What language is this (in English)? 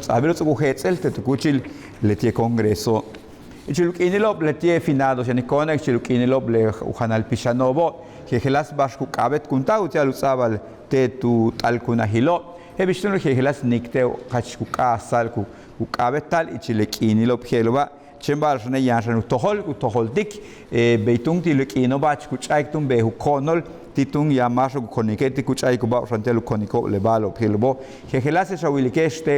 Yucateco